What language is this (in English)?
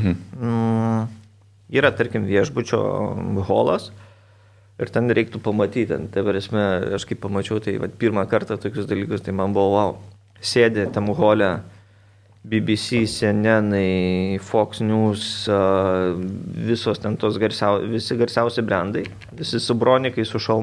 Lithuanian